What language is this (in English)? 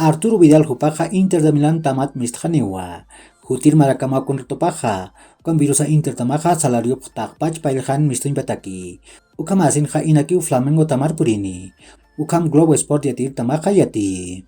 Aymara